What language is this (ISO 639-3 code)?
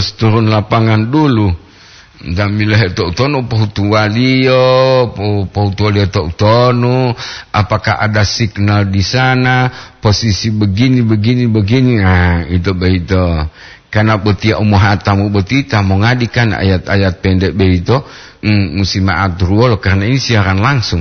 gor